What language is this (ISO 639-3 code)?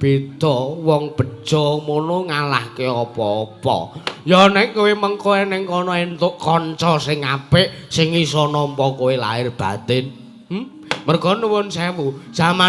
jav